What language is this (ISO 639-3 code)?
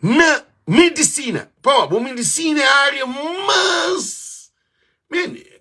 kea